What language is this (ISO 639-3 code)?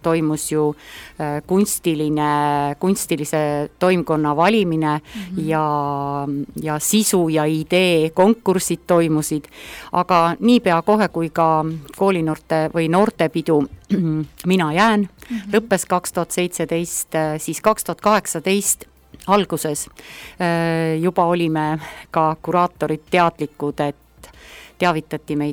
est